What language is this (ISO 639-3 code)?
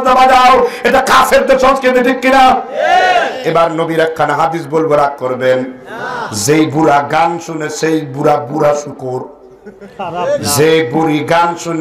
ben